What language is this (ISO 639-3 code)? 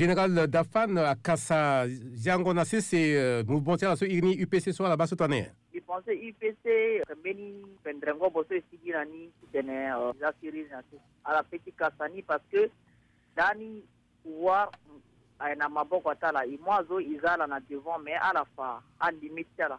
sag